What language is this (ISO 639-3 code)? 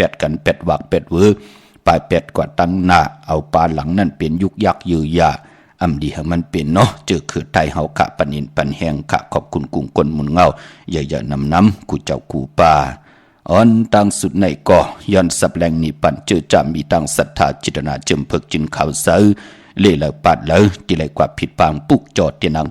shn